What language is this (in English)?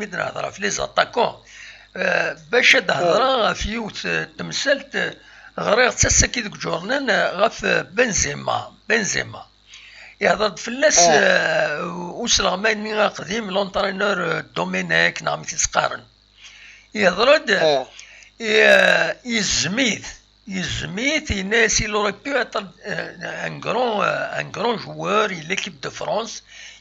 Kabyle